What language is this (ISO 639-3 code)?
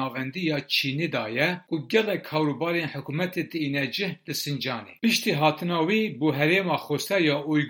kur